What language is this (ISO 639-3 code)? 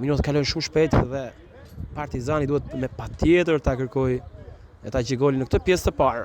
sqi